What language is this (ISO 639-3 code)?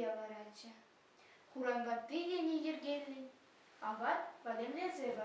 chv